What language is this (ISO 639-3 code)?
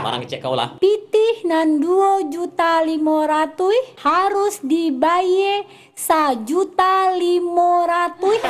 min